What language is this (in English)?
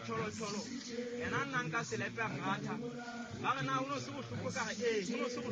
Southern Sotho